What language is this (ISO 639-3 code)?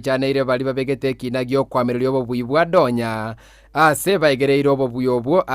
guz